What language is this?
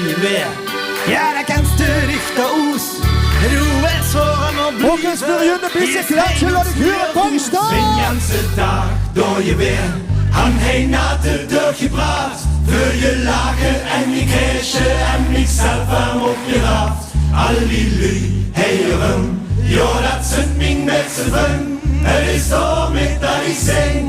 Limburgish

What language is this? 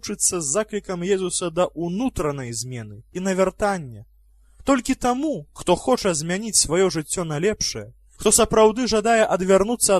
Belarusian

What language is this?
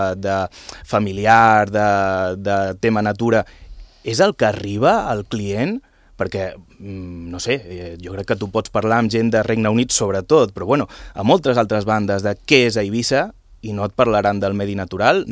Catalan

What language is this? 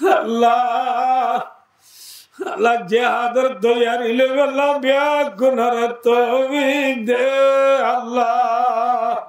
Rohingya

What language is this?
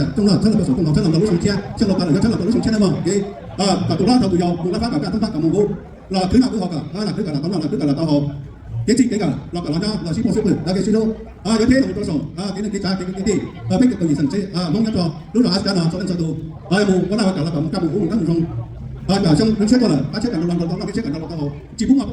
Hmong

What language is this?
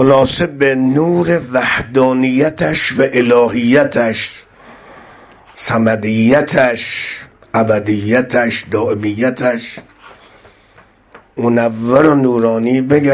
Persian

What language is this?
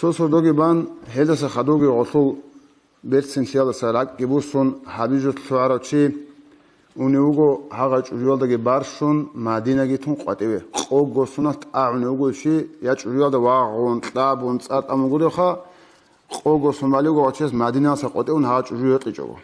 Avaric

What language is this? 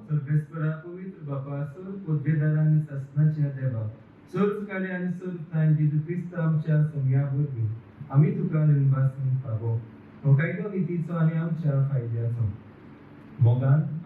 Konkani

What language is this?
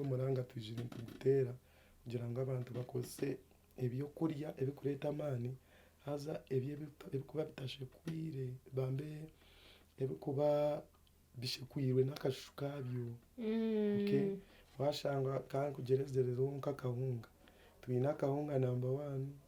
Nyankole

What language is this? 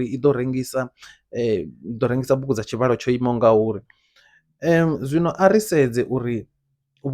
Venda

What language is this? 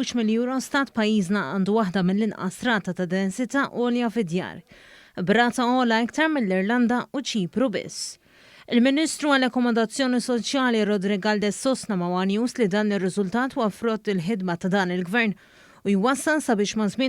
Maltese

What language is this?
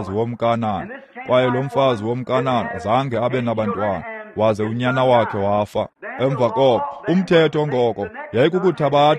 Xhosa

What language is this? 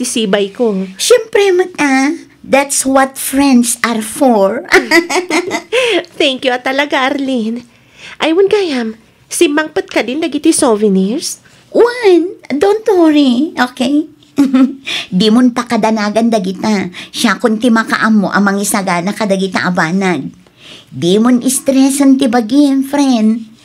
Iloko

